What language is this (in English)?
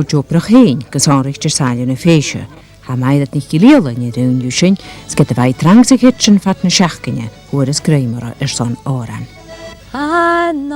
Scottish Gaelic